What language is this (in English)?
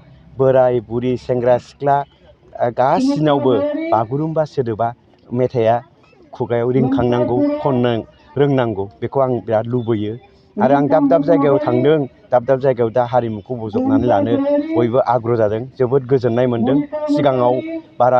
Bodo